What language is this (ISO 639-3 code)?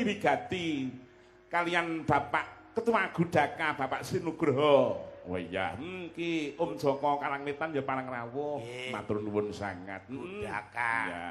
jav